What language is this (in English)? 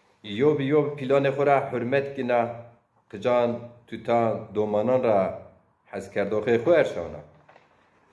Zaza